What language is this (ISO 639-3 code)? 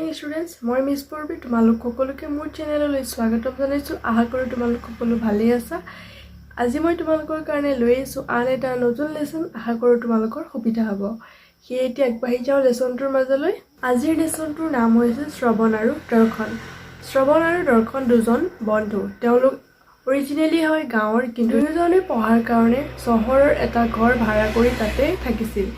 asm